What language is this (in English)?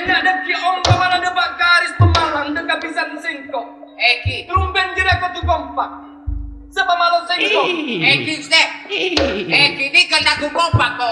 Madurese